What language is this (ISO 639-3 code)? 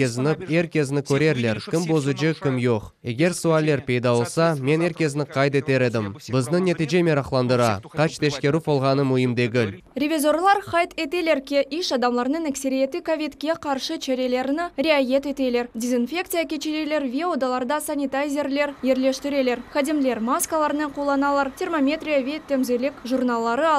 crh